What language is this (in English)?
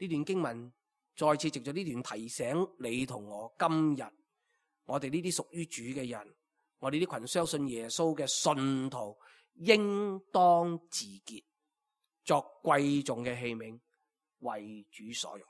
Cantonese